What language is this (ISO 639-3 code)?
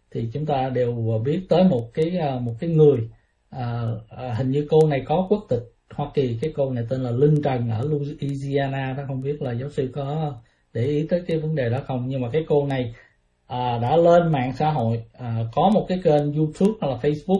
vie